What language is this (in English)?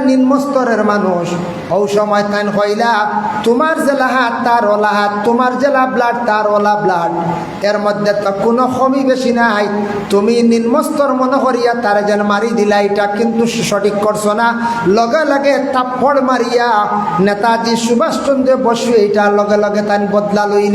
Sylheti